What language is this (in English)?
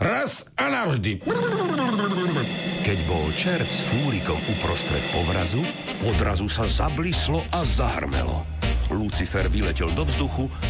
Slovak